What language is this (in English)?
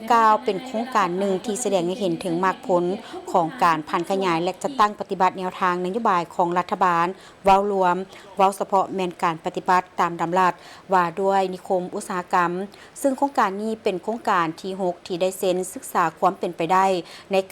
Lao